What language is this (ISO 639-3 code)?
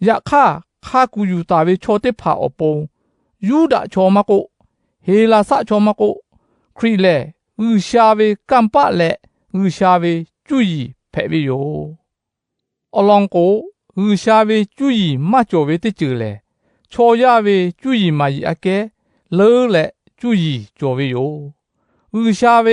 lhu